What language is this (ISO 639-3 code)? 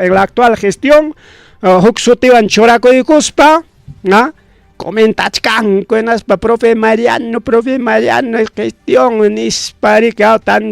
quy